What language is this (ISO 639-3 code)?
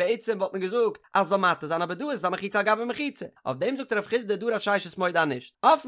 yid